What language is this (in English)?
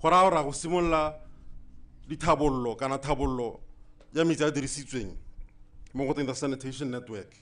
Tswana